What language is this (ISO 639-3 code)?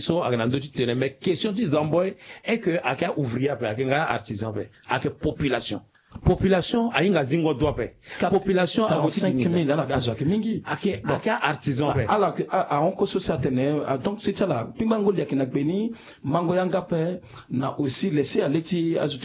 sag